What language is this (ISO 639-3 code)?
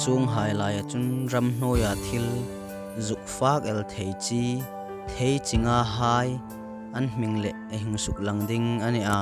hmr